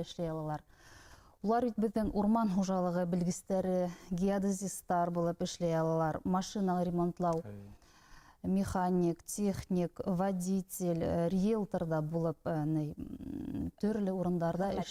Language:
Bashkir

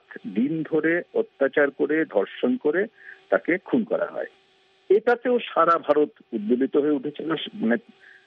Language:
Bangla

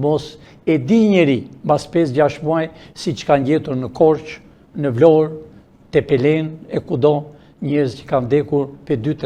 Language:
Albanian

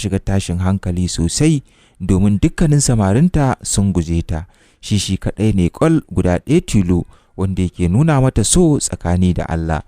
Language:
Hausa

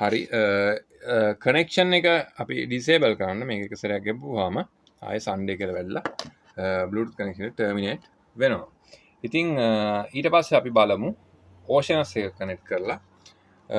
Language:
Sinhala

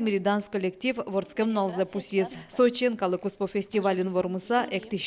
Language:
Udmurt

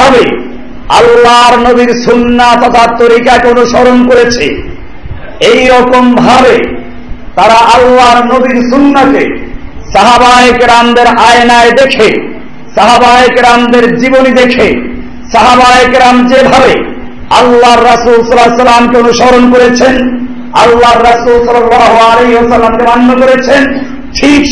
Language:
Bangla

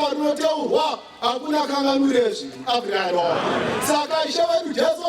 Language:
Shona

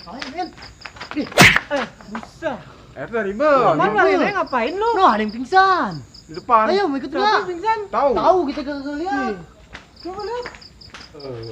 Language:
Betawi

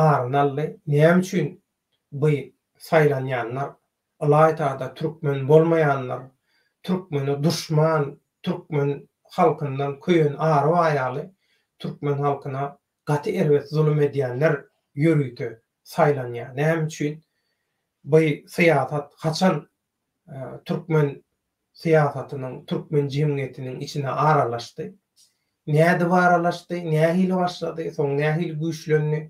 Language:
Turkmen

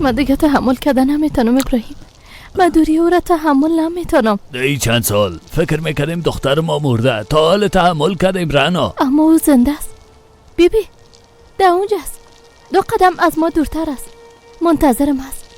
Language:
Persian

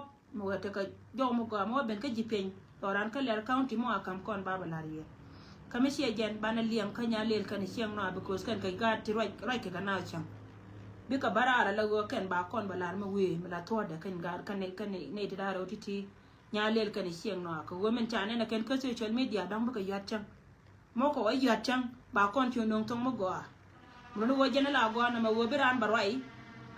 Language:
Nuer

